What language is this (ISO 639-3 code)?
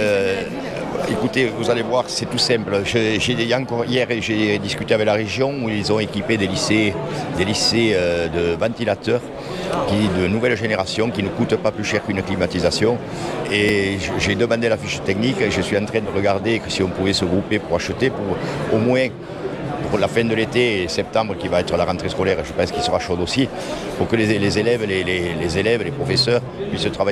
fra